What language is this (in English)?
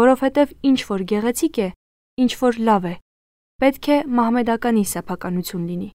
Armenian